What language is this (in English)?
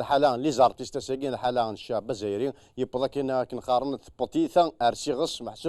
Kabyle